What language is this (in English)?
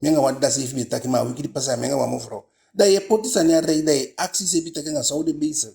Eastern Maroon Creole